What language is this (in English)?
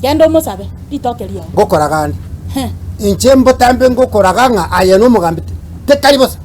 Gusii